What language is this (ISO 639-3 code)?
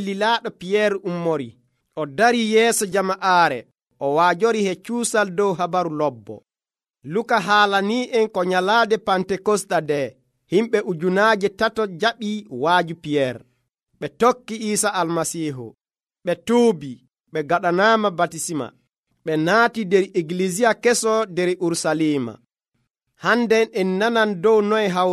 fuv